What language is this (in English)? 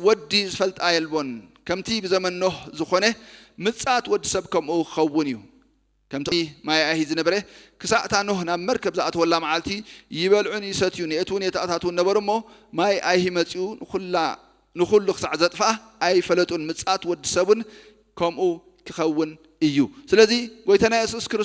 Tigrinya